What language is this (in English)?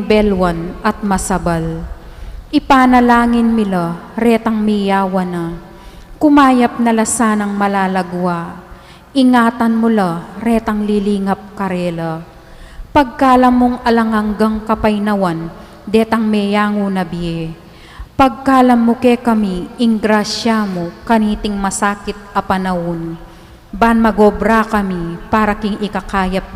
Pampanga